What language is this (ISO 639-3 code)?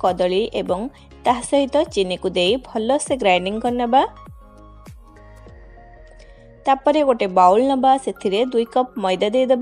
ori